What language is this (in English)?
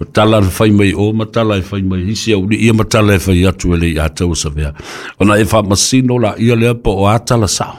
Samoan